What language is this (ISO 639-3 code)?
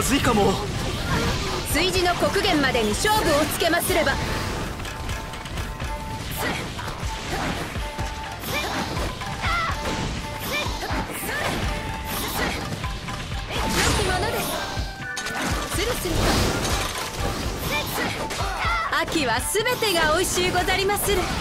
jpn